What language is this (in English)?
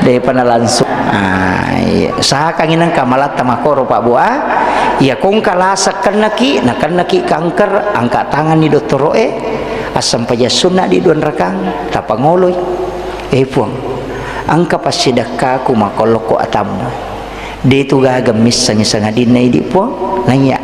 Buginese